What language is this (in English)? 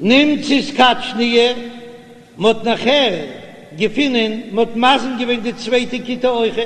Yiddish